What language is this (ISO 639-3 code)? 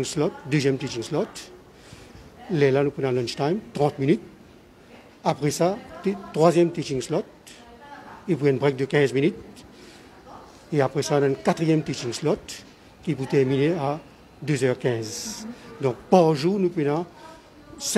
fra